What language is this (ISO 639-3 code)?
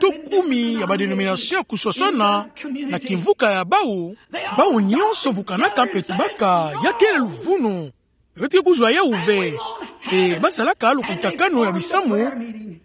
ktu